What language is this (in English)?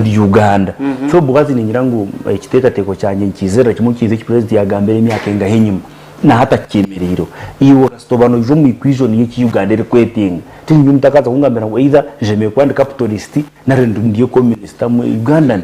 Nyankole